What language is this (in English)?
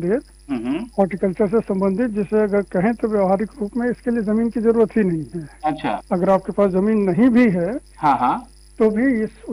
Hindi